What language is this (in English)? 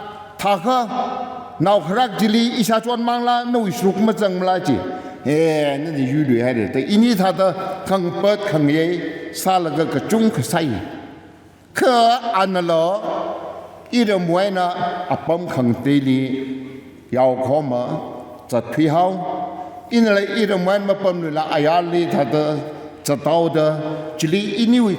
Tangkhul Naga (India)